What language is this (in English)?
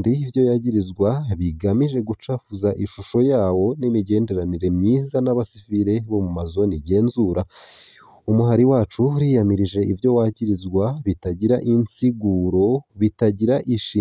Rundi